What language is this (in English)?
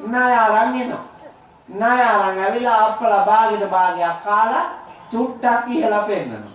Sinhala